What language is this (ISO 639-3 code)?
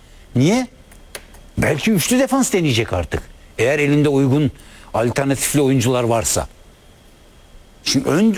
tur